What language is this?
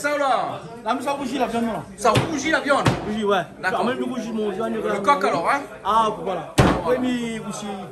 Réunion Creole French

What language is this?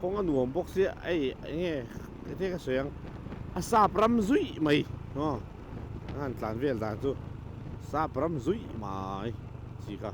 Mizo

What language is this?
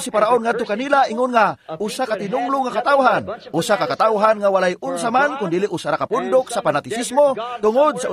Cebuano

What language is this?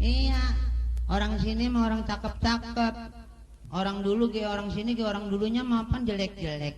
Betawi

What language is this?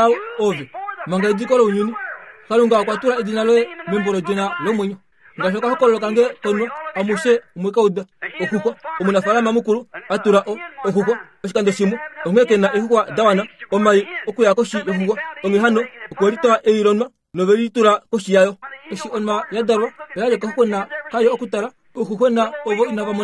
Kuanyama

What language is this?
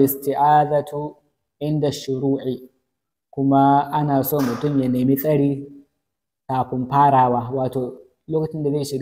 Hausa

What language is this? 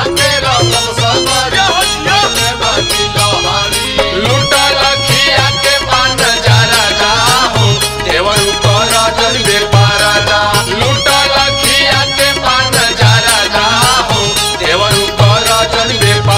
Bhojpuri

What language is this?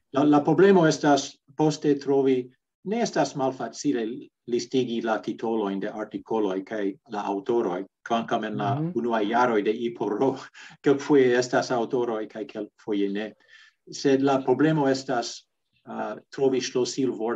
Esperanto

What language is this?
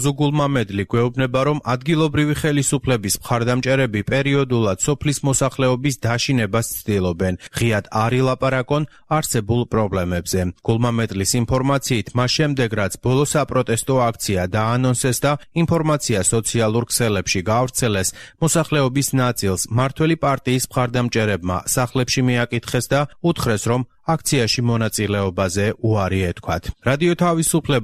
Georgian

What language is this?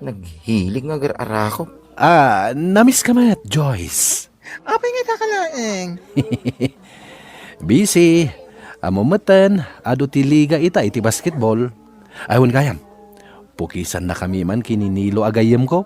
Iloko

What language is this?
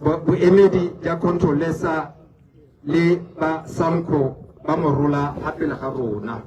Tswana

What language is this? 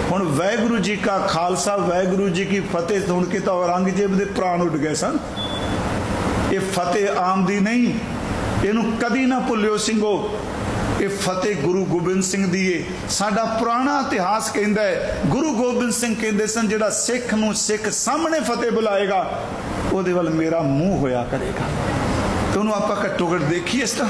Punjabi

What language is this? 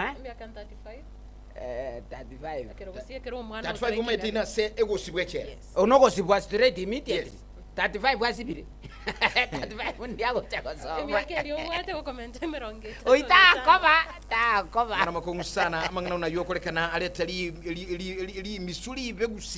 Gusii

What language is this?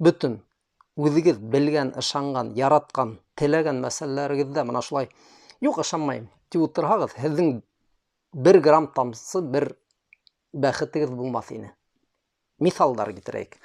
Bashkir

